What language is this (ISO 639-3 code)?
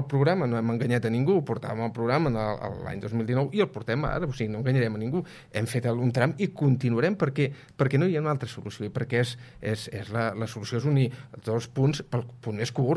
cat